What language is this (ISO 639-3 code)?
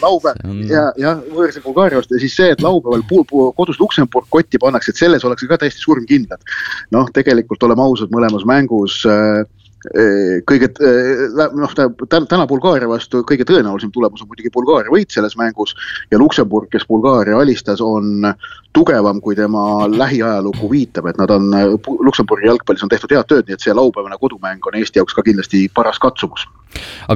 est